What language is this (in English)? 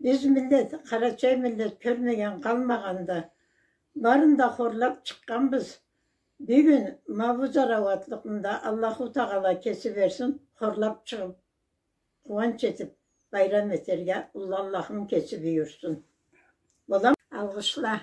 Karachay-Balkar